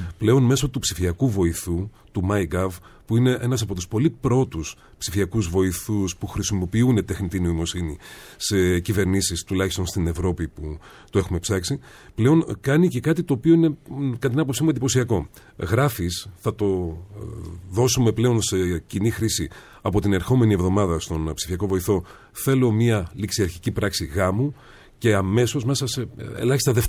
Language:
Greek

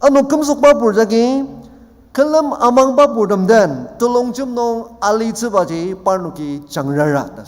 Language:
Ao Naga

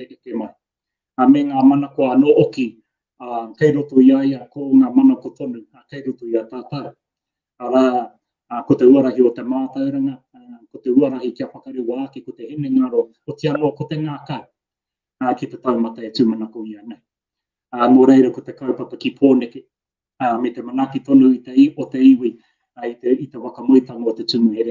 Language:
Māori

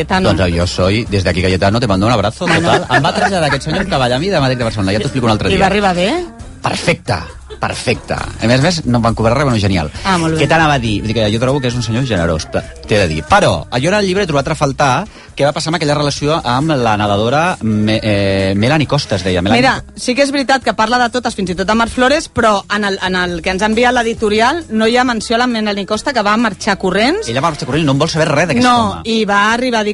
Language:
Catalan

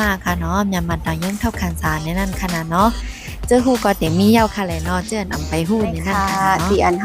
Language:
Shan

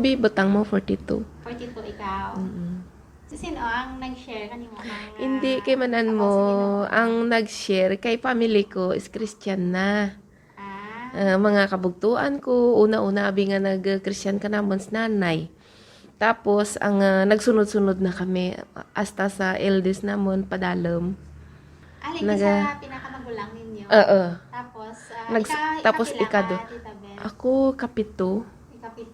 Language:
Hiligaynon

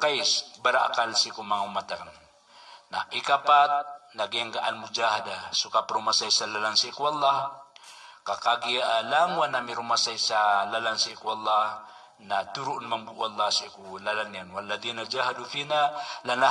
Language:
Maranao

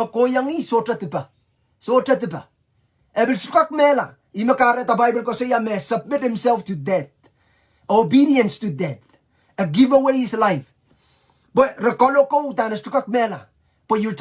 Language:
Pohnpeian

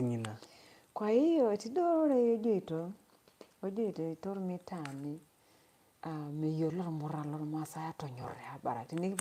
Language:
Masai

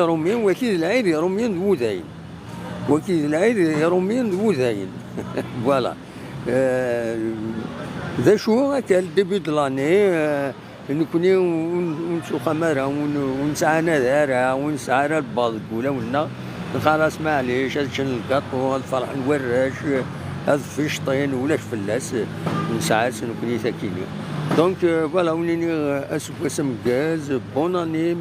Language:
Kabyle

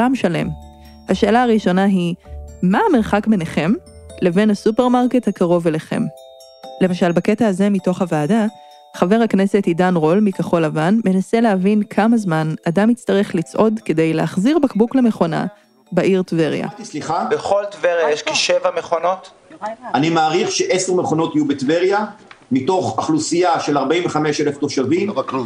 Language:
Hebrew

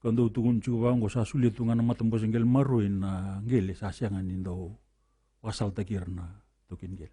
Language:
Fijian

